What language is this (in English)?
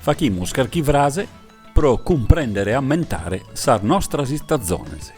Sardinian